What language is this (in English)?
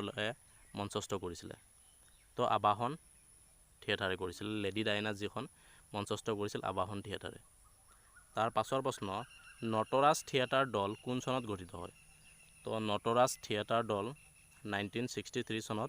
Assamese